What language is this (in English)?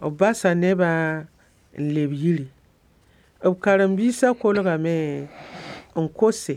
Mossi